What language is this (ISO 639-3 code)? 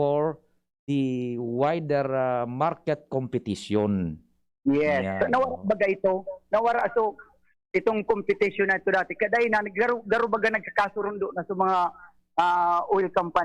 bik